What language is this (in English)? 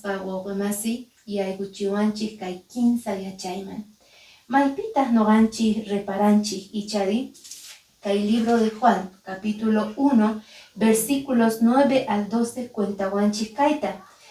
Quechua